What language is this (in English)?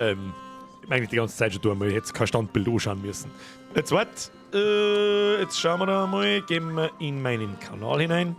Bavarian